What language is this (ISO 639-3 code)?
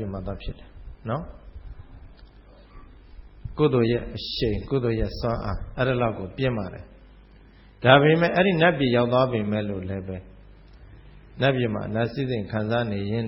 mya